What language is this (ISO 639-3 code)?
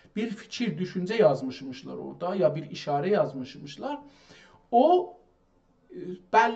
azb